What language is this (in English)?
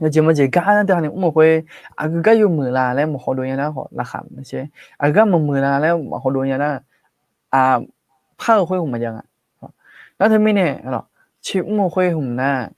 Akha